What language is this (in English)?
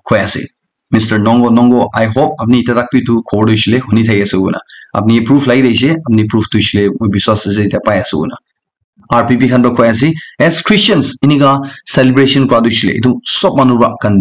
Naga Pidgin